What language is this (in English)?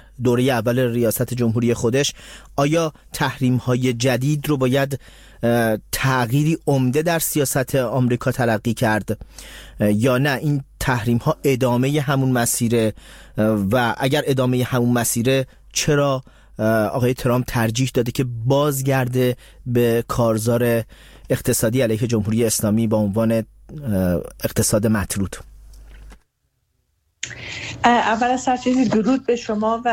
Persian